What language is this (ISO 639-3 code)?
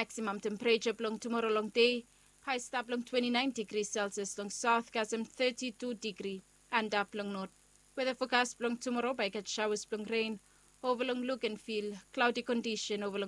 bis